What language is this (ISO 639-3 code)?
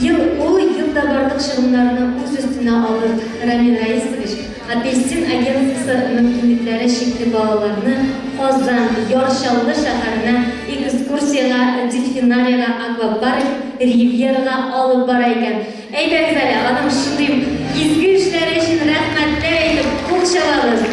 tat